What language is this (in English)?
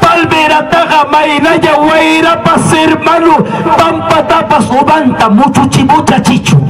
Ayacucho Quechua